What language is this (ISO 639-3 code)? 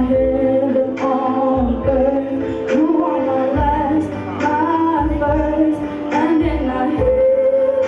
ton